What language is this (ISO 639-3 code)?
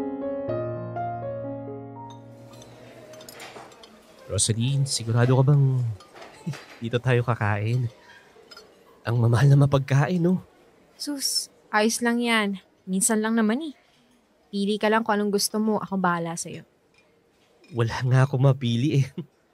fil